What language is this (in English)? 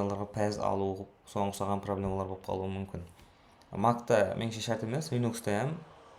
Kara-Kalpak